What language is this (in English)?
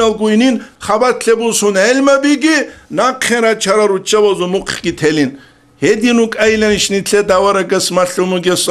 Avaric